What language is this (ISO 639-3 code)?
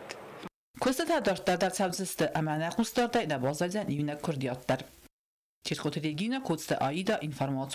oss